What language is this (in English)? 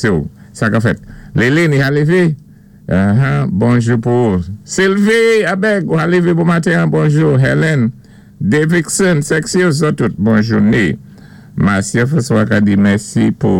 Saint Lucian Creole French